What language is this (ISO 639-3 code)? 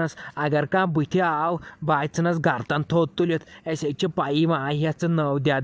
kas